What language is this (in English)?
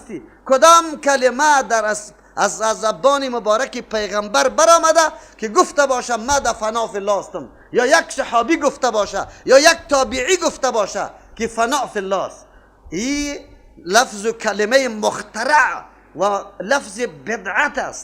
Persian